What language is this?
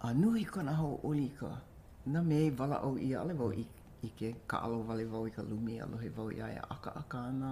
Hawaiian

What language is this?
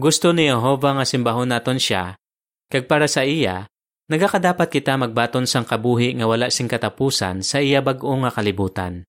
Hiligaynon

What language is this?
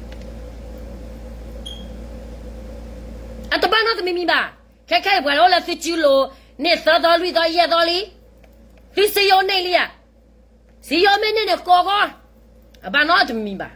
S'gaw Karen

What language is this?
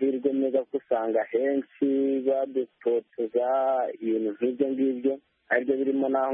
Kinyarwanda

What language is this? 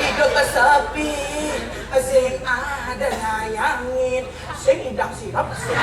Balinese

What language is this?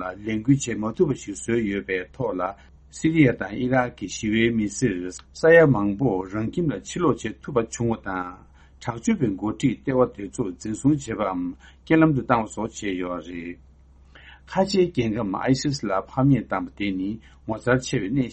Tibetan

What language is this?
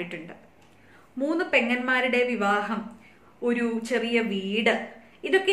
Malayalam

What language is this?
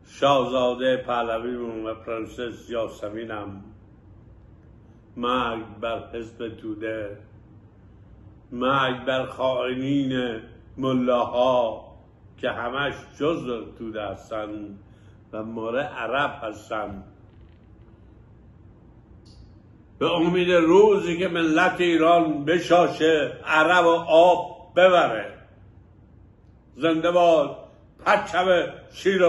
Persian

